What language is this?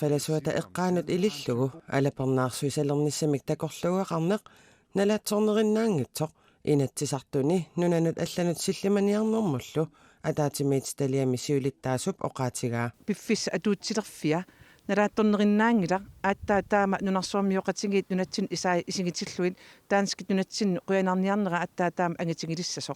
Kalaallisut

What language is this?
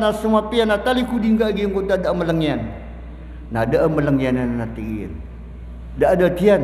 Maranao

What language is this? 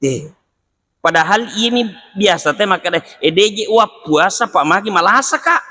Buginese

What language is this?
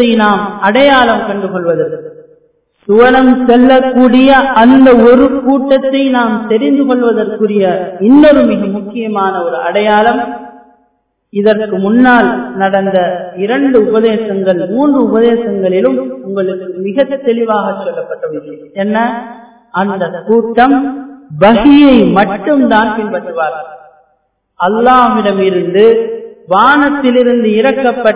Tamil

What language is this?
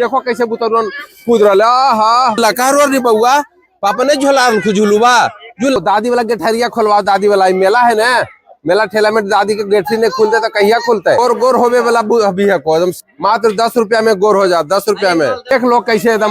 Magahi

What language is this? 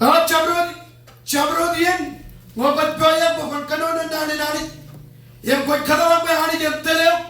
Marshallese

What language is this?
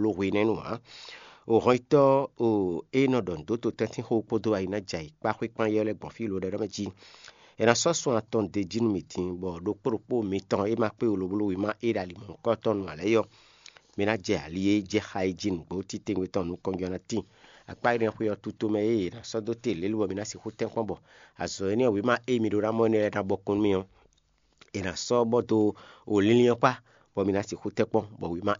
Fon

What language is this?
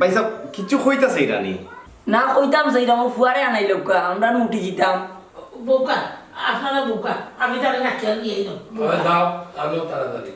Sylheti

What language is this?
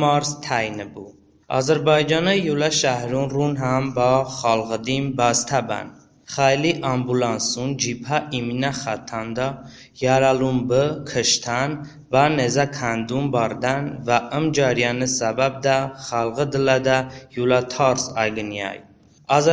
Talysh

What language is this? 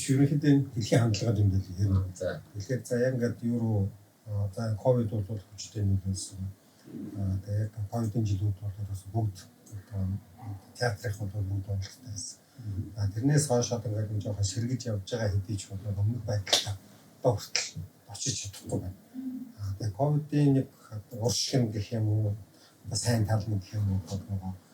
Mongolian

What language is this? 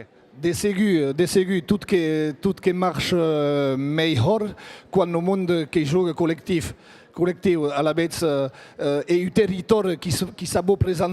Occitan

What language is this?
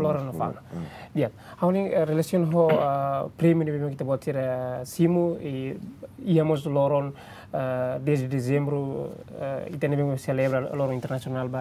Tetum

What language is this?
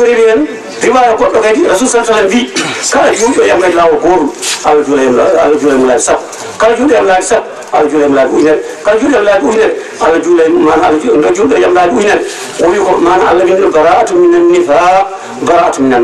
Fula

